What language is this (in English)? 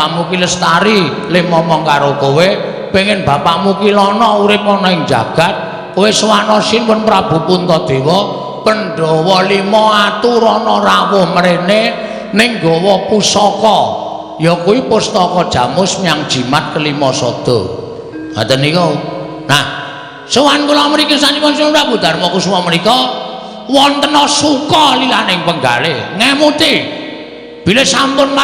Javanese